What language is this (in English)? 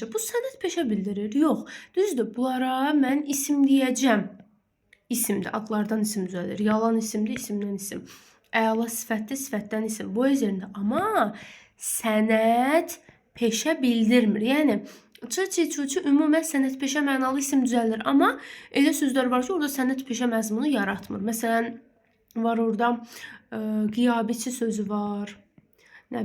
Azerbaijani